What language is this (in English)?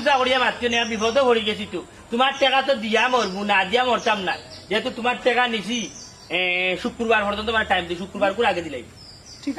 Sylheti